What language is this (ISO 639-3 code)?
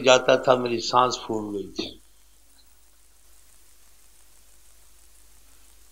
urd